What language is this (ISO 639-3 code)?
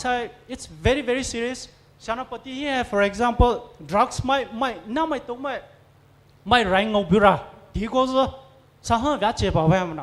pmx